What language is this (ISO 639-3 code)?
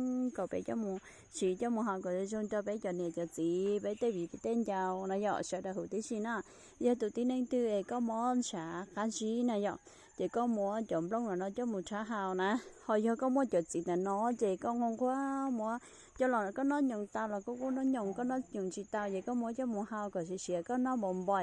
hmn